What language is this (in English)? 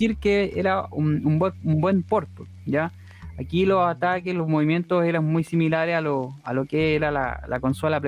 Spanish